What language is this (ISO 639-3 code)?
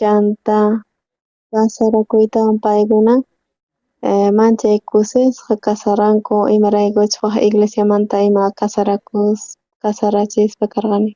quh